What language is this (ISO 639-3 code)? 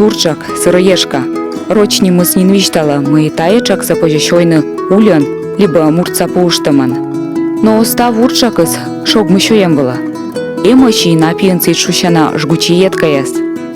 kom